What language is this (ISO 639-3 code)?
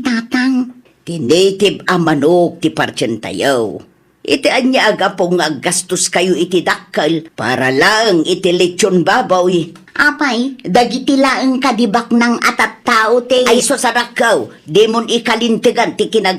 ilo